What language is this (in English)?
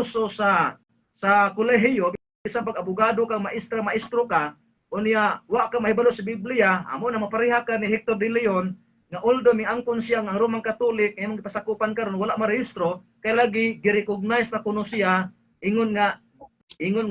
Cebuano